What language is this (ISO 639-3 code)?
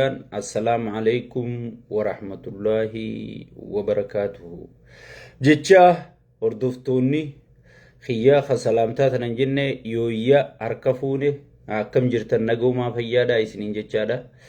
orm